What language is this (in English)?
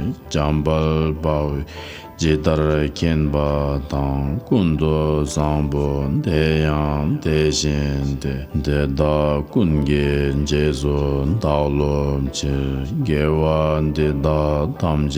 Tibetan